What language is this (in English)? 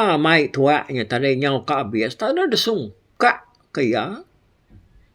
Iban